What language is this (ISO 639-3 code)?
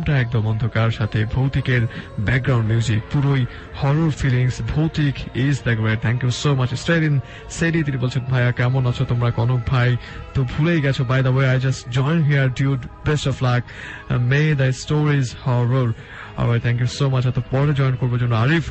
ben